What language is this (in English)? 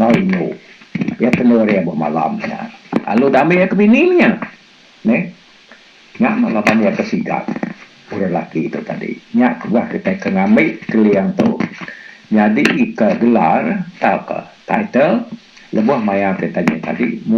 Iban